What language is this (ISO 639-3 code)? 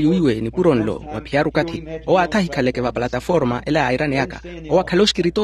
vmw